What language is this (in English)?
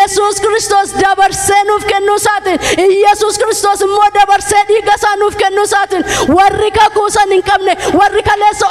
Oromo